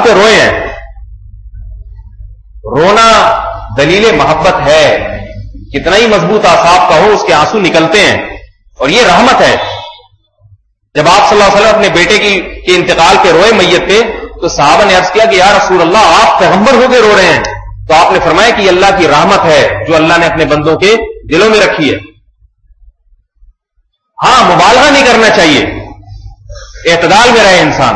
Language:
Urdu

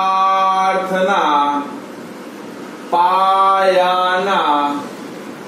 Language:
Gujarati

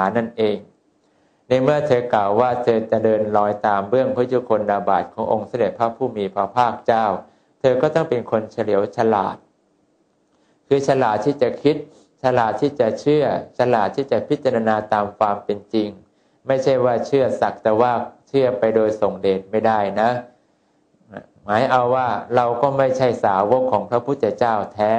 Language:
Thai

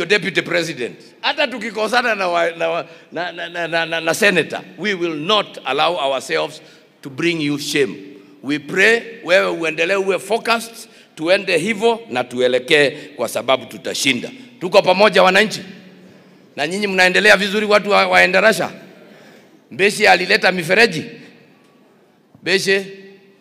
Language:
Swahili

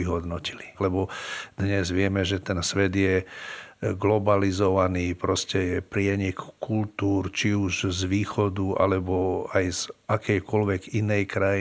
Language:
Slovak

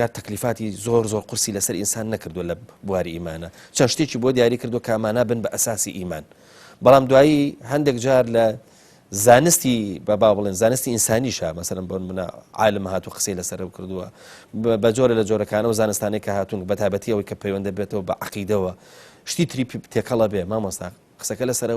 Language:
Central Kurdish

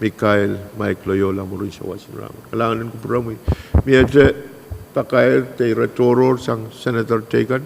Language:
Pohnpeian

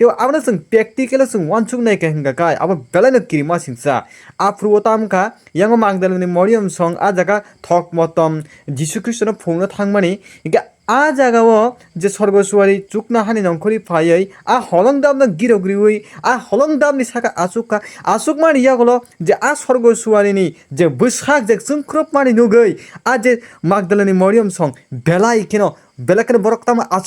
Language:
Kok Borok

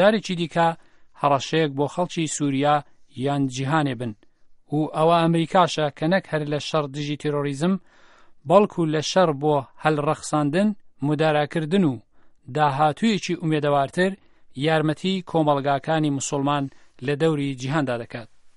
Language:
Central Kurdish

